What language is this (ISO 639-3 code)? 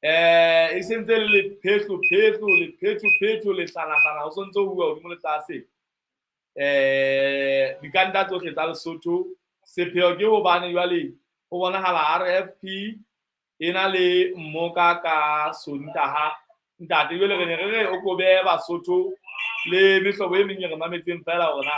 sot